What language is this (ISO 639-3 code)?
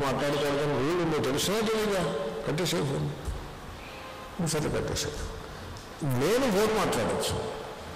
tel